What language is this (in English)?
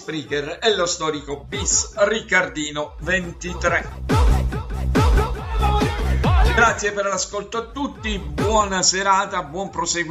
Italian